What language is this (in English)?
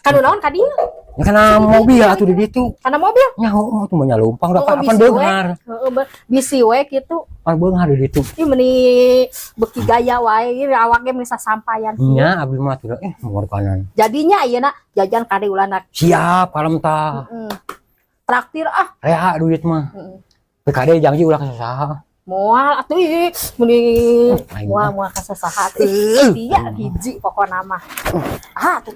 Sundanese